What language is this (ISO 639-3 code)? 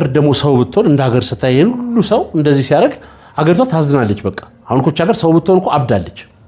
amh